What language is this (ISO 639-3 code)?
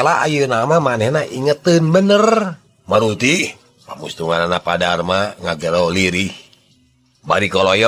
sun